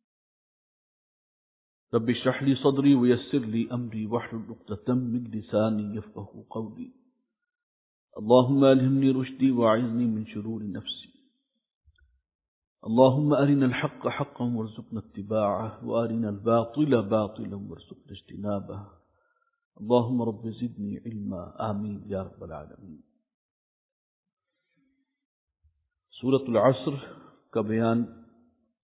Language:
Urdu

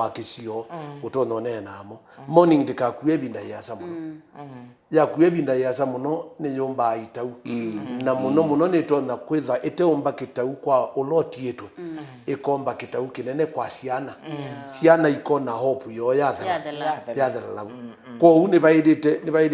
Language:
Kamba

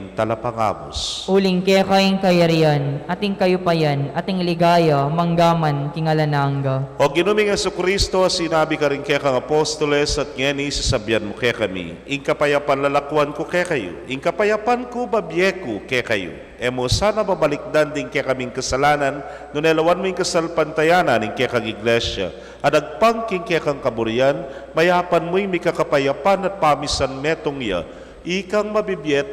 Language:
Pampanga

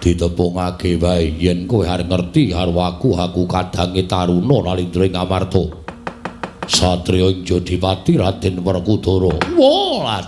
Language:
Javanese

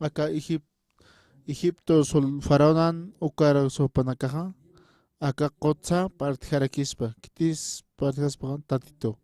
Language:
Aymara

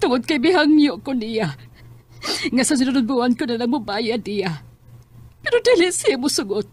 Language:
Cebuano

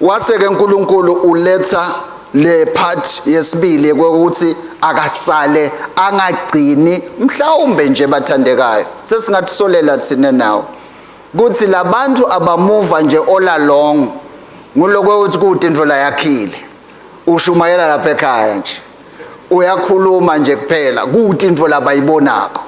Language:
Swati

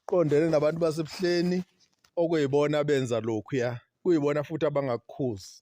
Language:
Zulu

